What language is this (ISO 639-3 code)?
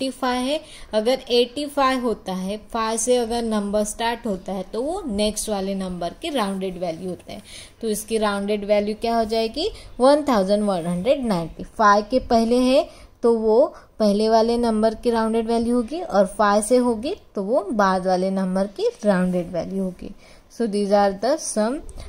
hin